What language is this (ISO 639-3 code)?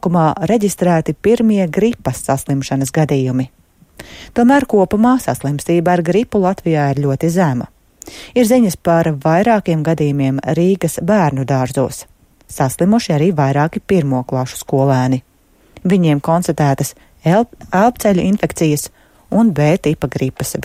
lav